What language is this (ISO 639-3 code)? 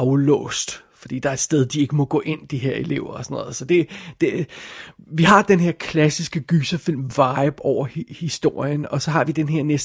dan